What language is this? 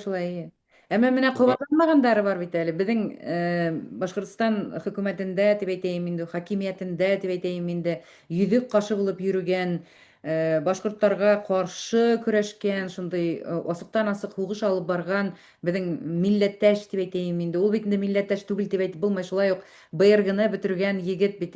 Bashkir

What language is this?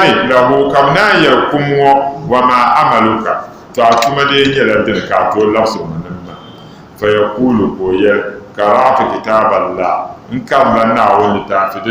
Dagbani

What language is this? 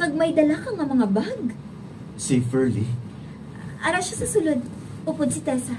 Hiligaynon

